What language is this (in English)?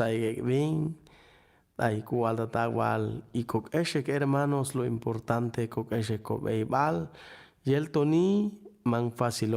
Chuj